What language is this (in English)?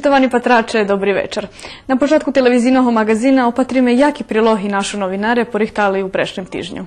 Rusyn